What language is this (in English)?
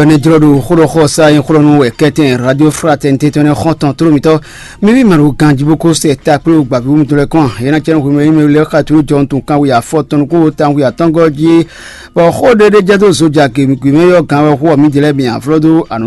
Fon